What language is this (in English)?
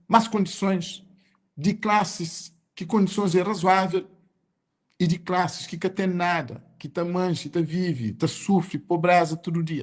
Kabuverdianu